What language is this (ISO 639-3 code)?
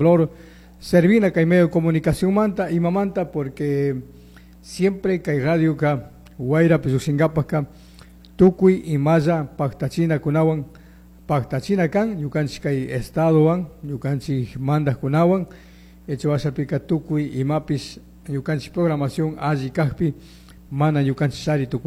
qug